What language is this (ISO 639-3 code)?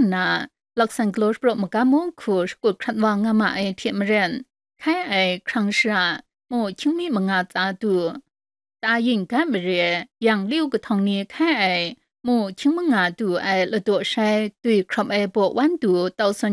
kac